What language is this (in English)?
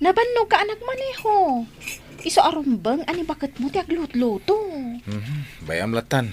Iloko